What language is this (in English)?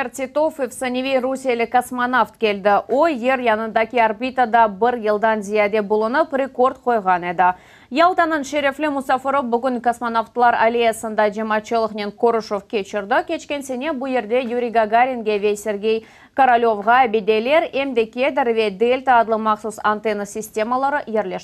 Crimean Tatar